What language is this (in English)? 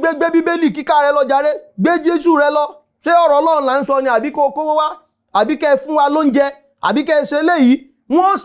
Yoruba